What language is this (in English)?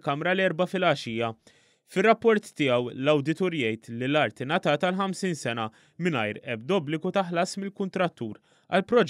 Maltese